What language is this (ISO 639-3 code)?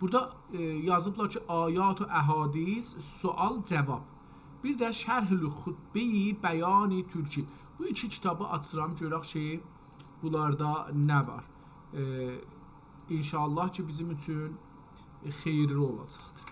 azb